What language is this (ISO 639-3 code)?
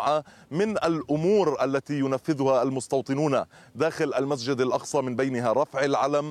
ara